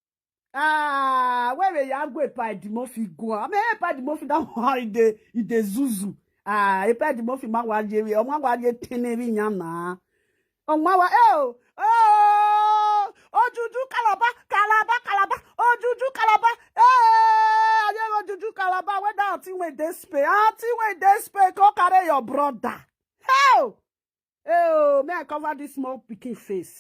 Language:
Nigerian Pidgin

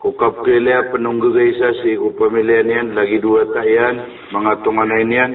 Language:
Maranao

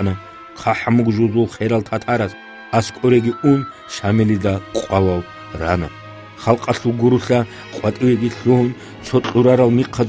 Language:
Avaric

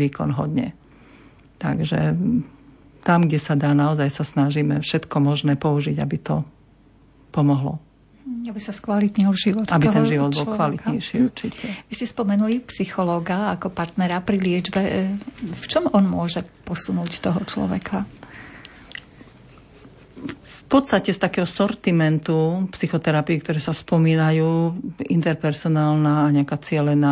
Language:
Slovak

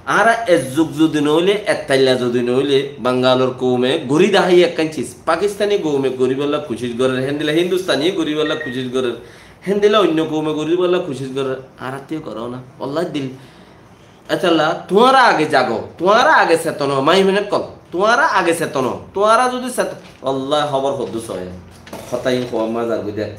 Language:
Rohingya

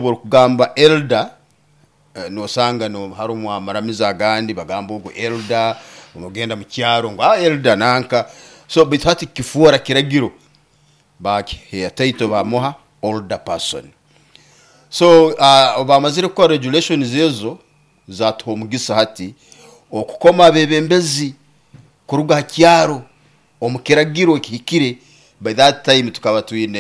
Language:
Nyoro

